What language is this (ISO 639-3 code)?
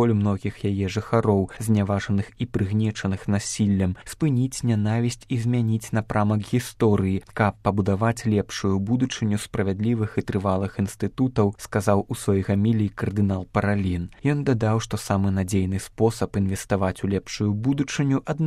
bel